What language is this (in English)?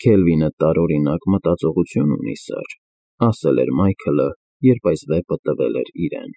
Armenian